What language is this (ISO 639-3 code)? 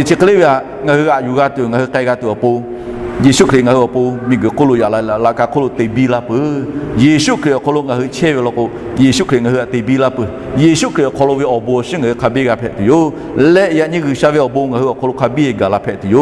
lhu